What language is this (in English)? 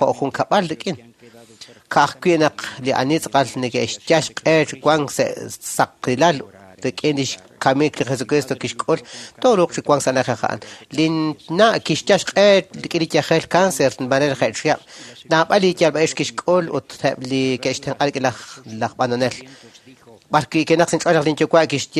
Kekchí